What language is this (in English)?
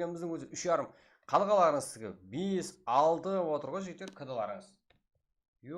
Kara-Kalpak